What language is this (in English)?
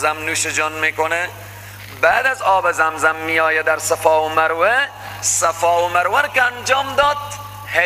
Persian